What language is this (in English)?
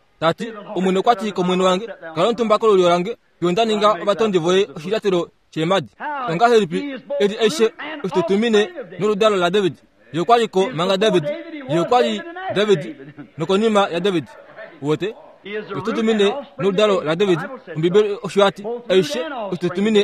Kuanyama